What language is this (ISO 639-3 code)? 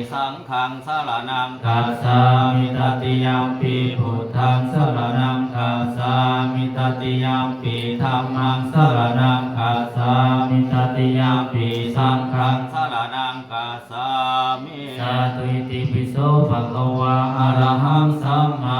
pli